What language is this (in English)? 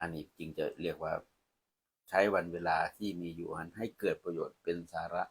Northeastern Thai